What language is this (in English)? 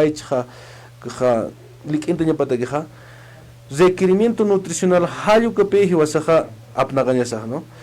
Aymara